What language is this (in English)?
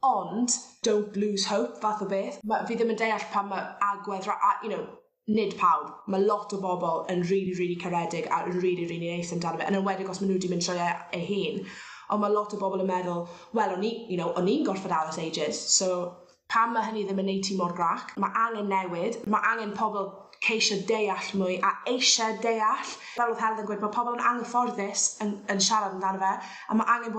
Welsh